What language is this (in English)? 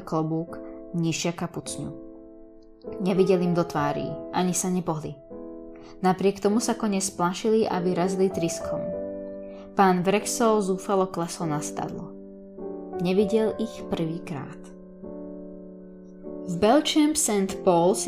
Slovak